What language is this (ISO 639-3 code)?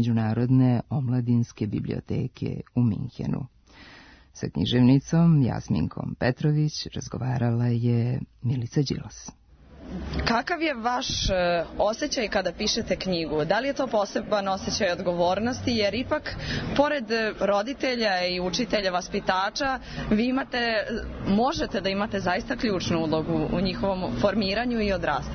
srp